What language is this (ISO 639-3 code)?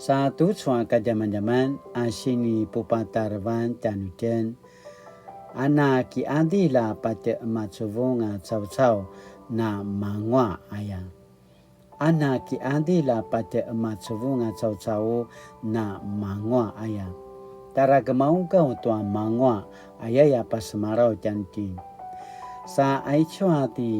pwn